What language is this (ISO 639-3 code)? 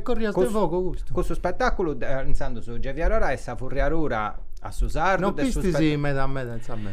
srd